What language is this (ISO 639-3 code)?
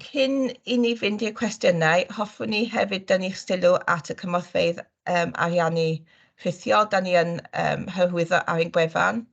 cym